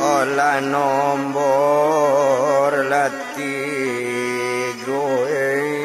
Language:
Minangkabau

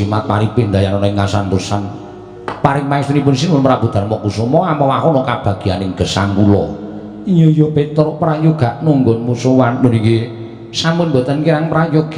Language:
Javanese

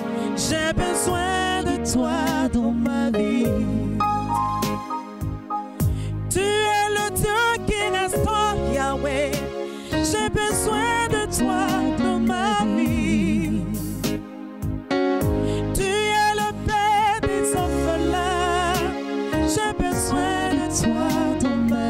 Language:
French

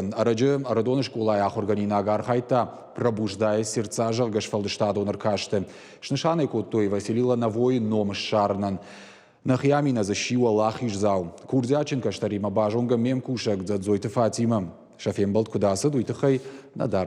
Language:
Ossetic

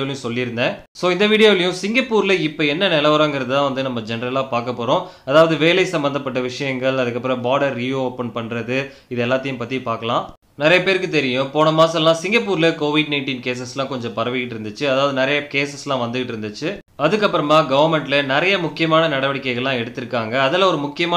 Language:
Tamil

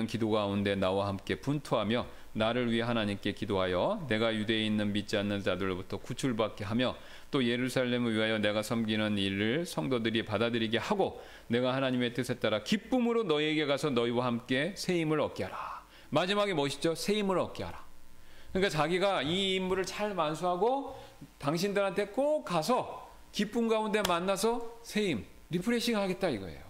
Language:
Korean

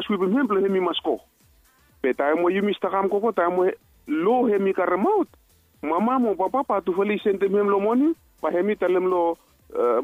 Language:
Bislama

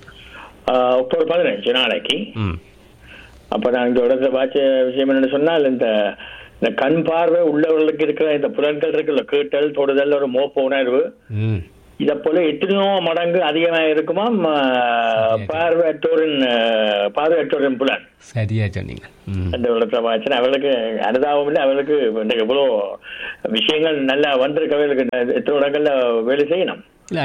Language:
Tamil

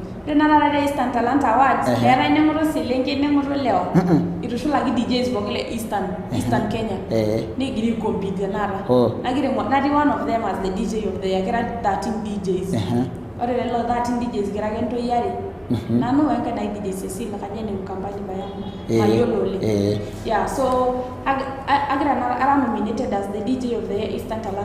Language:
Masai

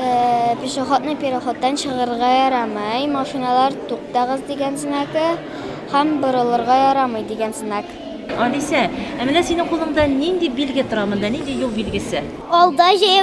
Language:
Tatar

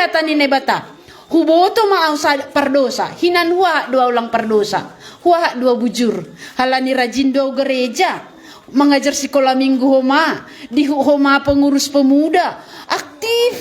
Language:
Batak Simalungun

